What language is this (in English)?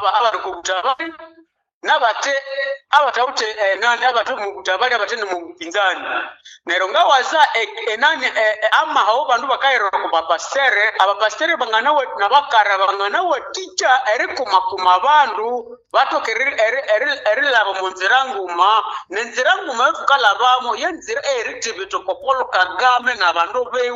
Nande